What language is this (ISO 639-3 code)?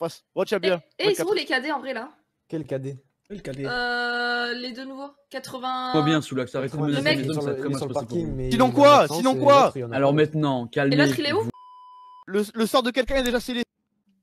fra